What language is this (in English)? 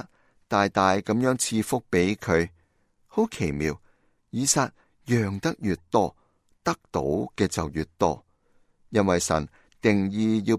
Cantonese